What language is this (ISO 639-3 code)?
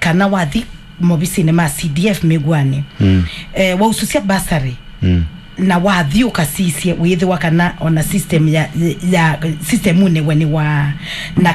kam